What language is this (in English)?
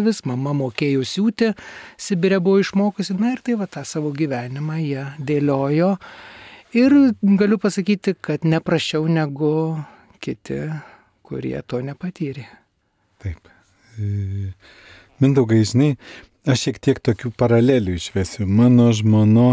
Lithuanian